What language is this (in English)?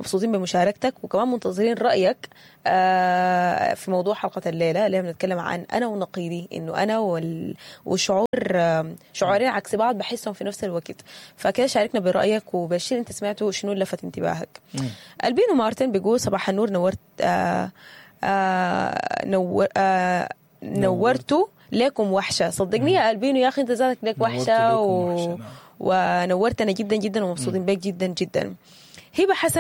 Sudanese Arabic